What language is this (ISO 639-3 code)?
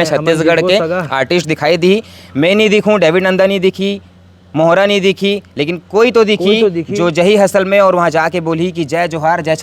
hne